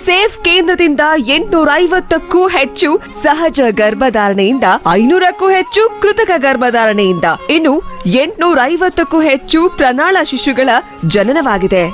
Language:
Kannada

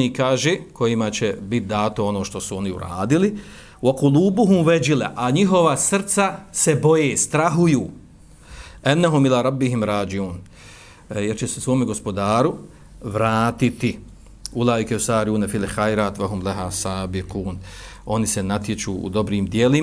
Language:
Bosnian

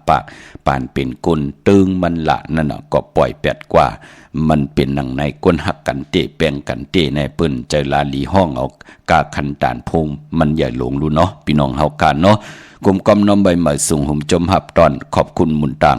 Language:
Shan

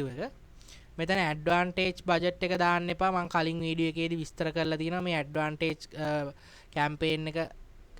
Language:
Sinhala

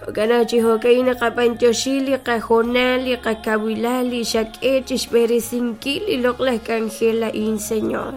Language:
Kekchí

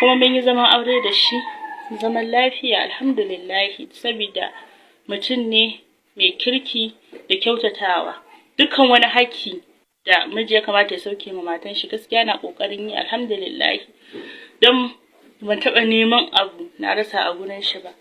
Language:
Hausa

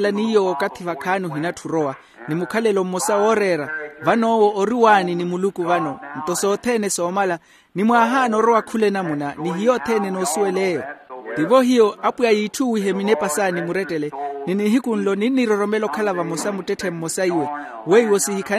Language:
Makhuwa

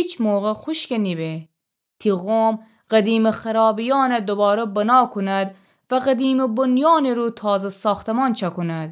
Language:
Gilaki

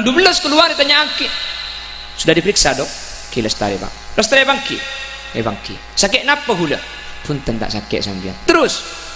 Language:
Madurese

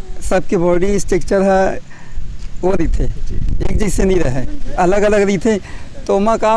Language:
Chhattisgarhi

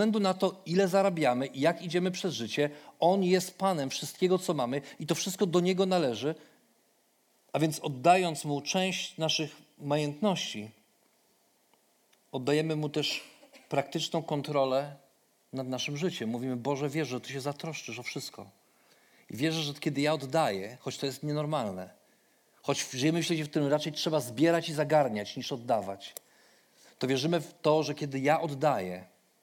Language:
Polish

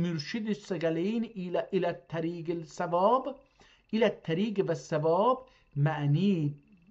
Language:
South Azerbaijani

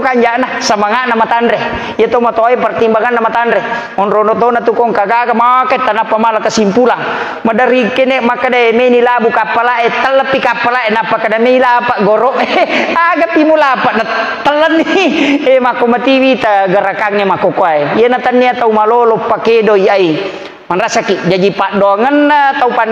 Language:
Buginese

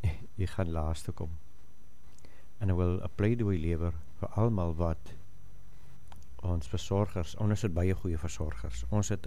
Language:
Afrikaans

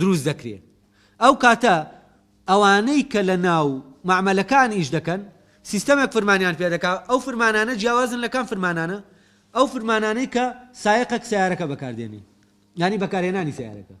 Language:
Central Kurdish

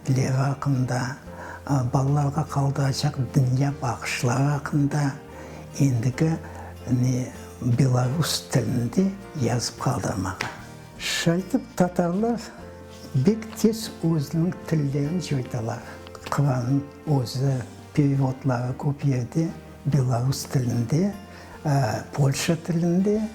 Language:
Crimean Tatar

